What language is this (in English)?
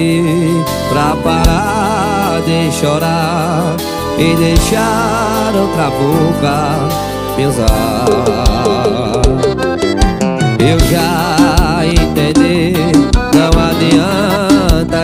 Portuguese